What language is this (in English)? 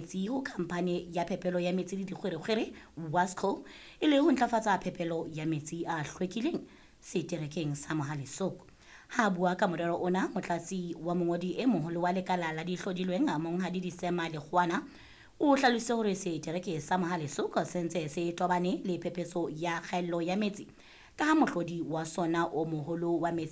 Southern Sotho